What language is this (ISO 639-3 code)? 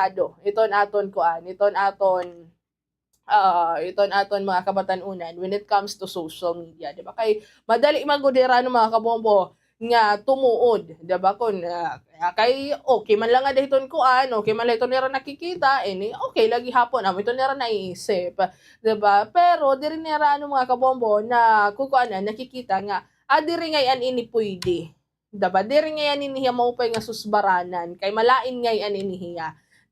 war